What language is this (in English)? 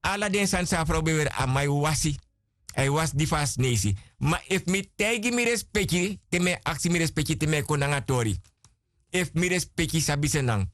Sranan Tongo